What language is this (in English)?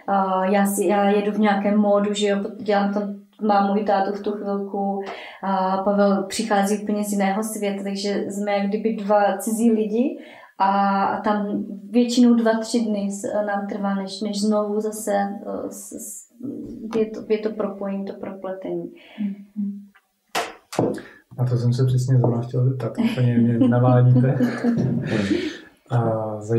Czech